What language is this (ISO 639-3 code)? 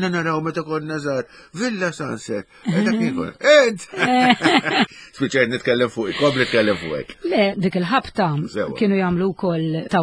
mlt